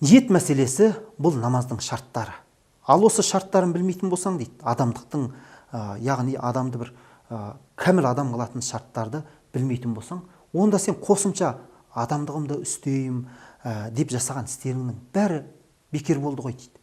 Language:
Kazakh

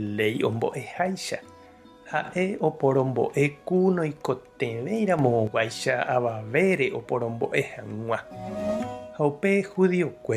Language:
Guarani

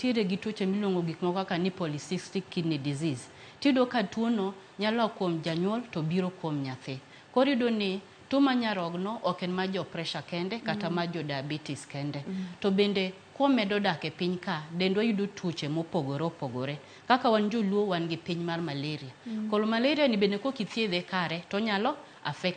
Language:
Luo (Kenya and Tanzania)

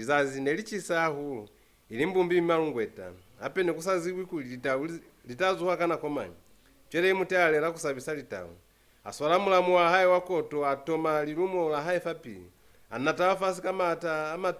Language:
Lozi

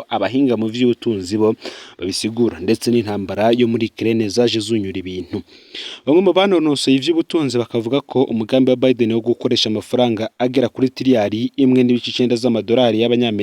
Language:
Rundi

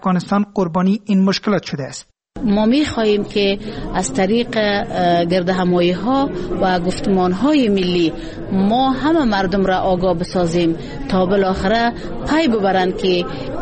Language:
Persian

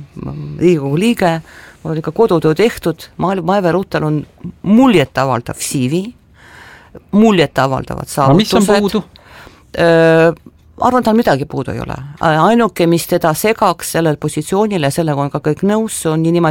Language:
Estonian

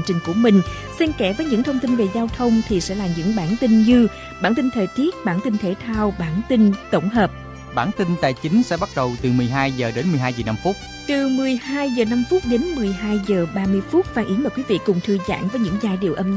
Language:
Vietnamese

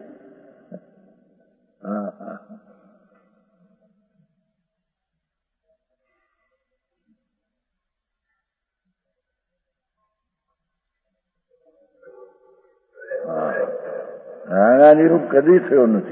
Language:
Gujarati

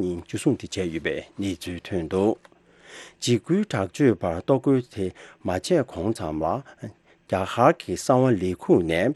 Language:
Tibetan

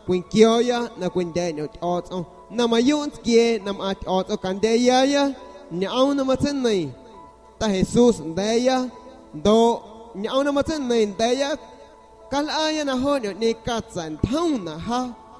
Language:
San Pedro Amuzgos Amuzgo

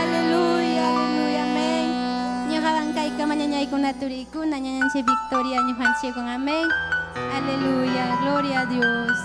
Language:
Ayacucho Quechua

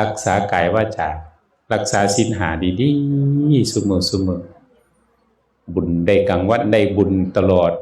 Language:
Northeastern Thai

